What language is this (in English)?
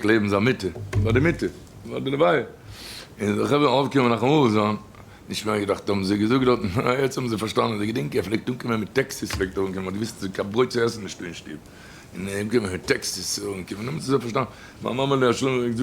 Yiddish